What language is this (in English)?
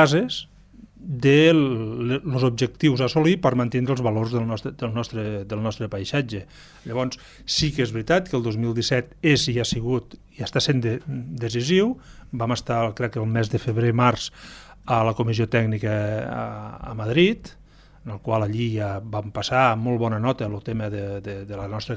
Catalan